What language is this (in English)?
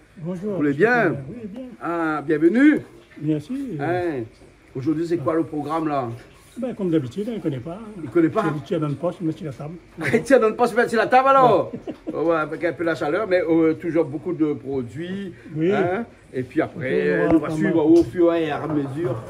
Réunion Creole French